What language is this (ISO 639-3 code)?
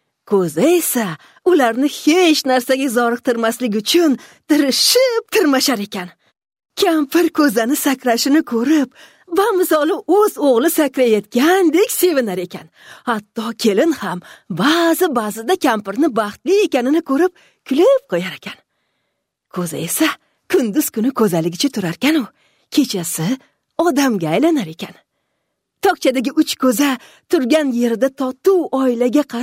uzb